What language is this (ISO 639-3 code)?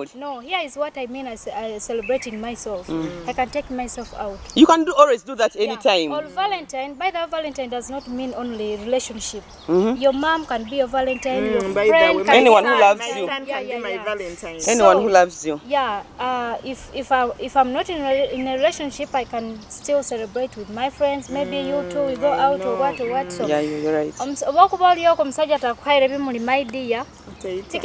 nyo